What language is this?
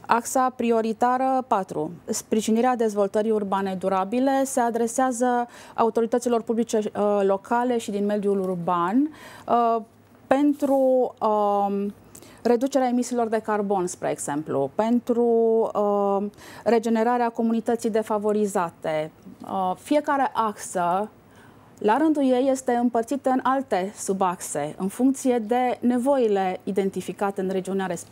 Romanian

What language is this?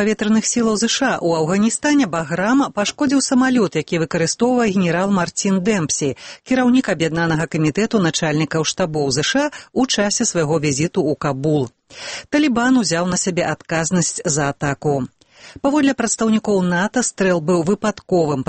Belarusian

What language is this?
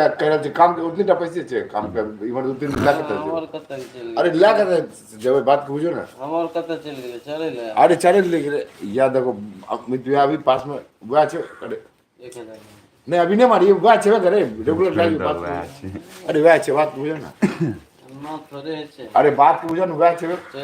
Maithili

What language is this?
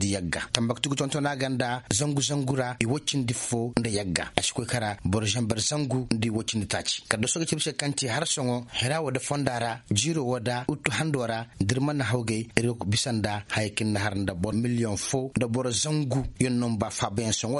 Koyraboro Senni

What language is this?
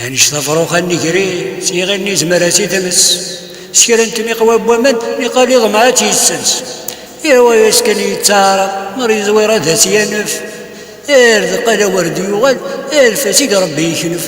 Kabyle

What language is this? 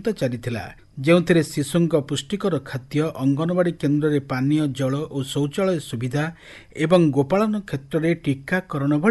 Odia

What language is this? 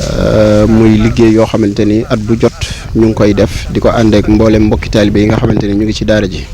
Wolof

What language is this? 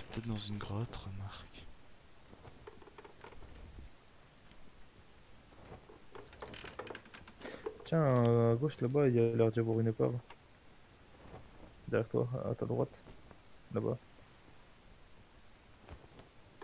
French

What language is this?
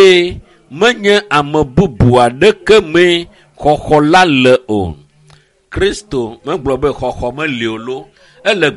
Ewe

